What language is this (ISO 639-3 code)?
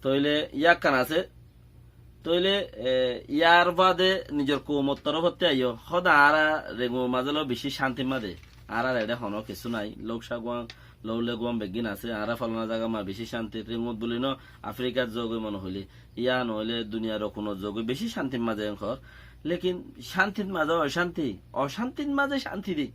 rhg